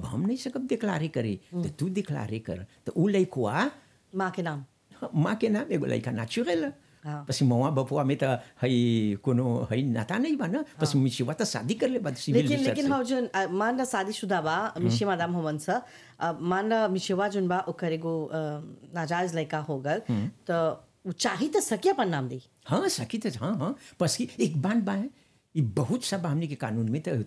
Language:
Bhojpuri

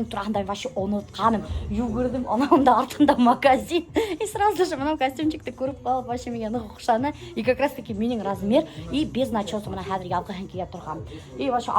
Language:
Bashkir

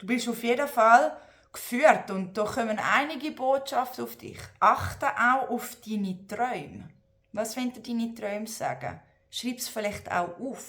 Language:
Swiss German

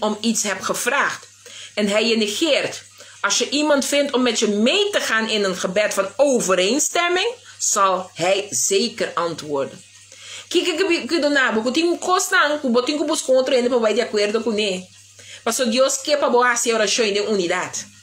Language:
Papiamento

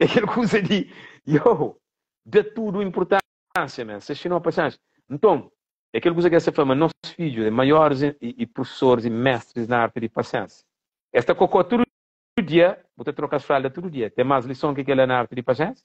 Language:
Kabuverdianu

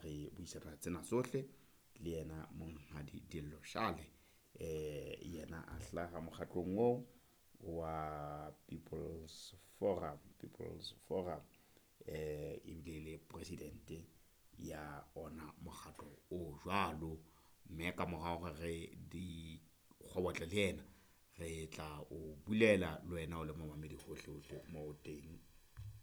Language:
Southern Sotho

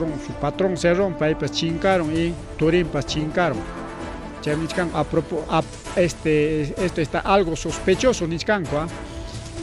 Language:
Ayacucho Quechua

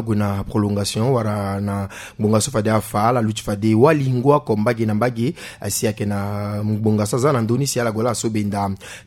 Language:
Sango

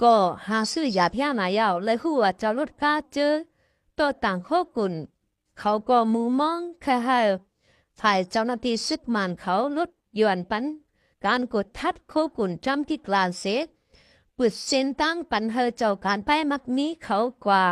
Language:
Shan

